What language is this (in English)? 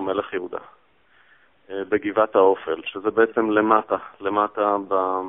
Hebrew